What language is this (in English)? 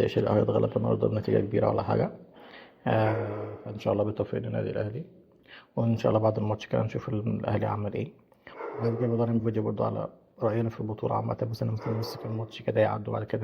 Egyptian Arabic